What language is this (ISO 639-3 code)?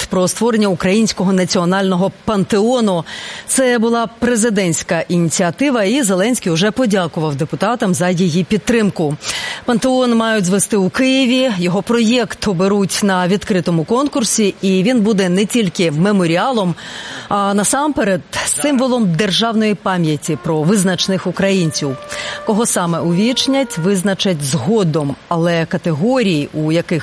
ukr